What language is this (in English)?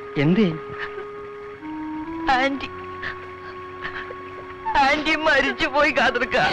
Malayalam